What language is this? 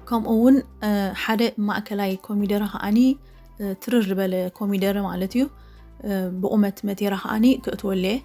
Tigrinya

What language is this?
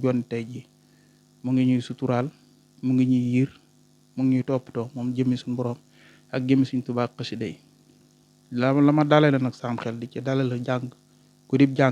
Wolof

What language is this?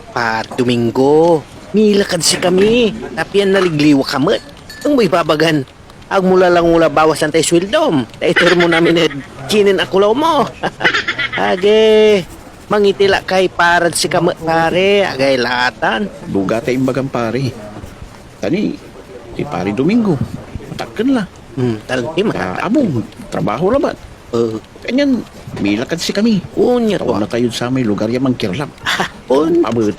Pangasinan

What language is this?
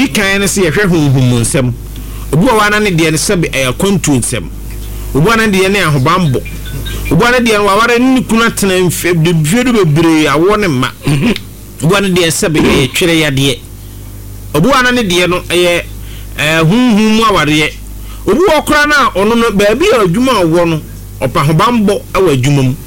Akan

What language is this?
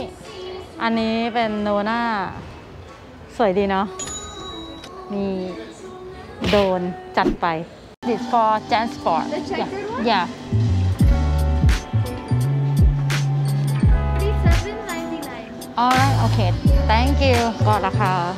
Thai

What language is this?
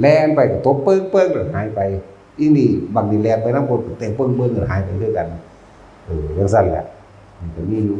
Northeastern Thai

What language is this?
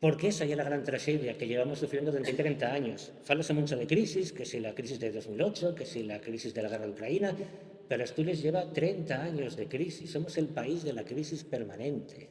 Asturian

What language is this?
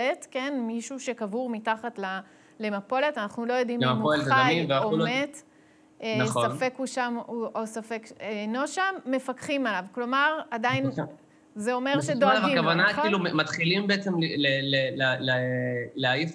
Hebrew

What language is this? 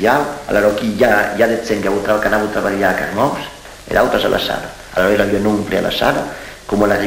Occitan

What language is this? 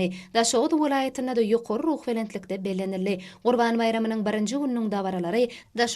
Turkmen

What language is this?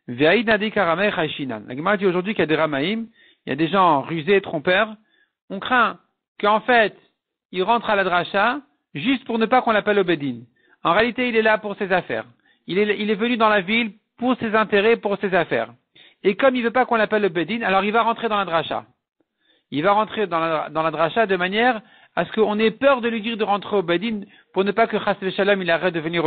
French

